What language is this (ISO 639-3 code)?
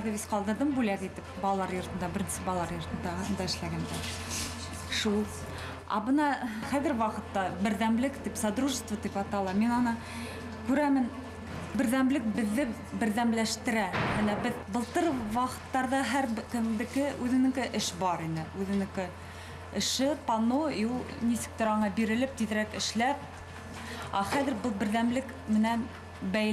bak